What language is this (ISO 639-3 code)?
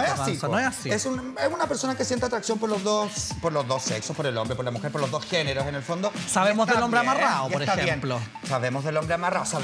spa